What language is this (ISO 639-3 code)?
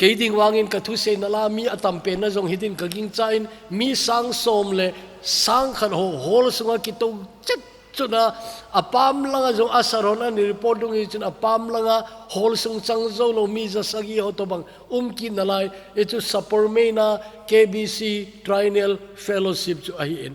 tcz